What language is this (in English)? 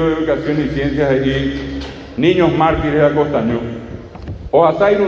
Guarani